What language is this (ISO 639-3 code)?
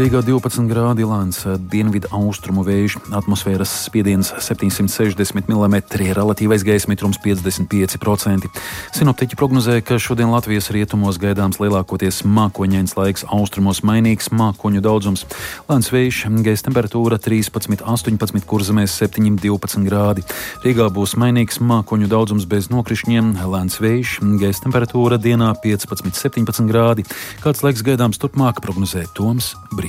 lav